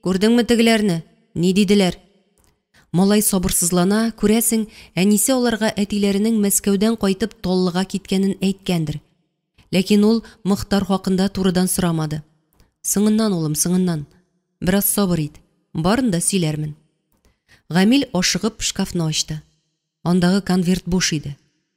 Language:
Tatar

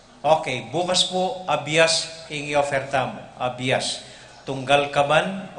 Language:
Pampanga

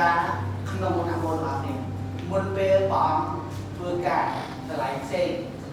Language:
Khmer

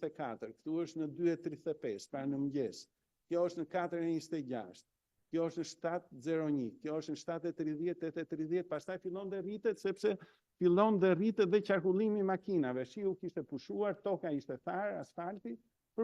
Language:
Albanian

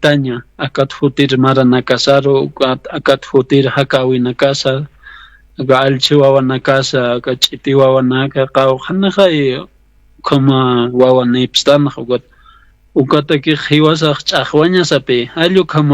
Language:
Aymara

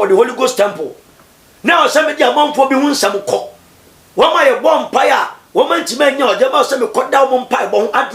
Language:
Akan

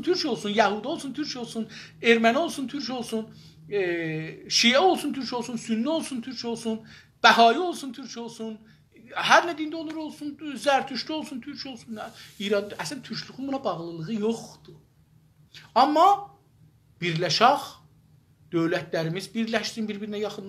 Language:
South Azerbaijani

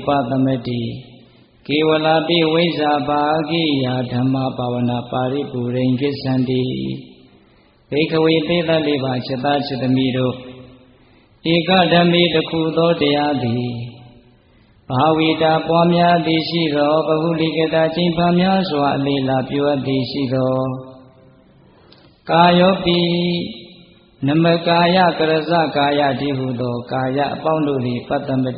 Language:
Burmese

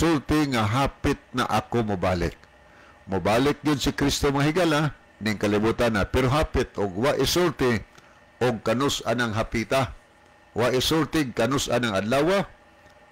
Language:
Cebuano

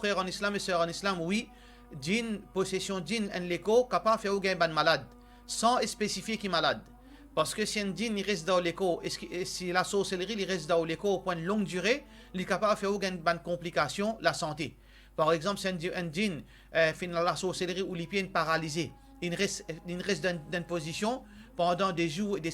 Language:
Morisyen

